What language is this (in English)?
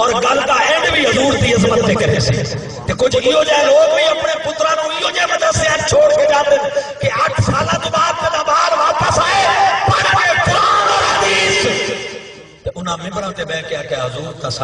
Saraiki